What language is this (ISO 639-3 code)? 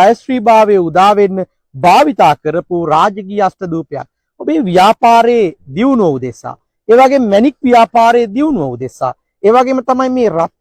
sin